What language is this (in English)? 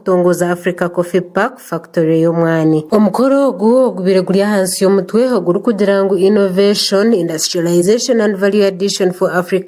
Nyankole